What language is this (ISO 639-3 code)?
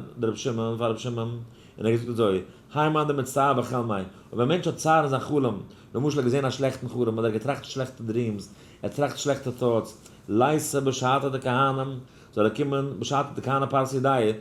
yid